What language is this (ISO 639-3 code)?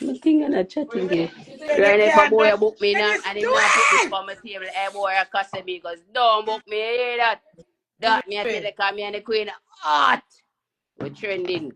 jam